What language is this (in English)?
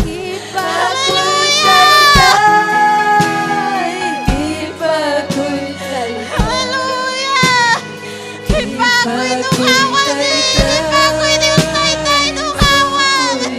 Ayacucho Quechua